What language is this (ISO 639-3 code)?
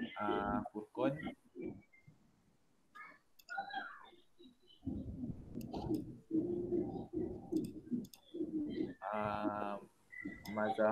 msa